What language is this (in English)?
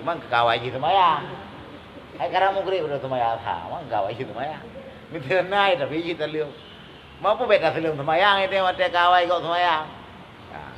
Achinese